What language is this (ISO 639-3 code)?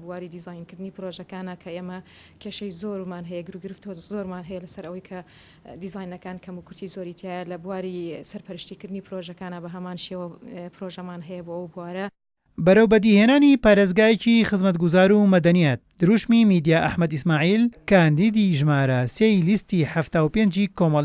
ckb